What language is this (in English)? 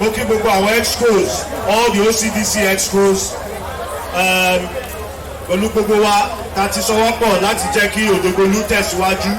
Yoruba